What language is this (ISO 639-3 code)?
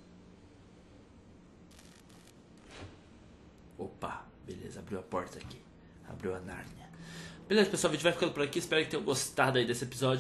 por